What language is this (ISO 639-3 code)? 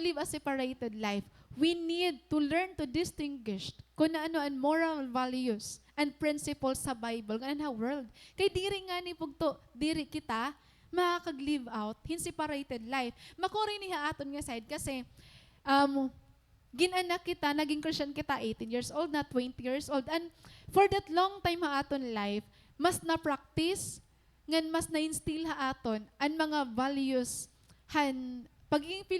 war